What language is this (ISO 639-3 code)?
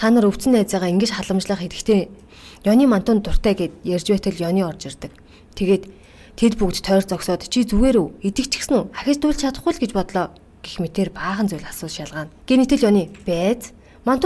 mon